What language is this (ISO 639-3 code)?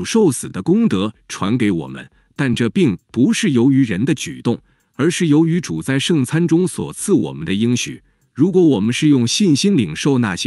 zho